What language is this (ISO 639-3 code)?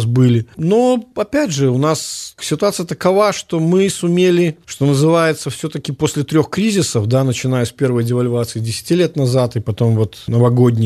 bel